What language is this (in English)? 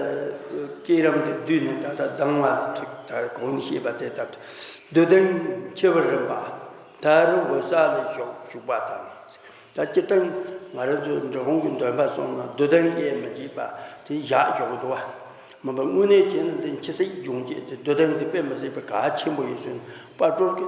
Tibetan